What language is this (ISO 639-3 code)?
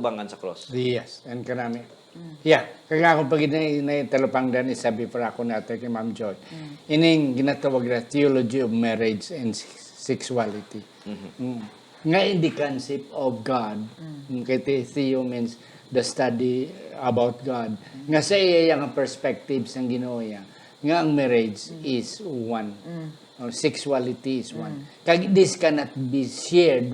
hil